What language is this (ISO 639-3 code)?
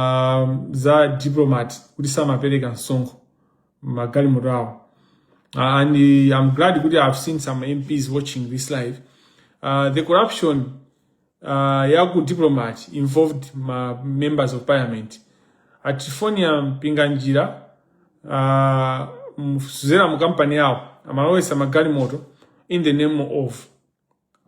nya